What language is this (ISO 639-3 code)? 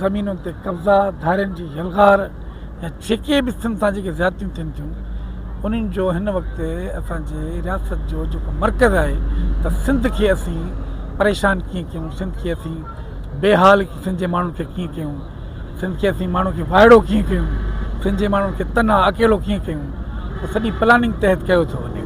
snd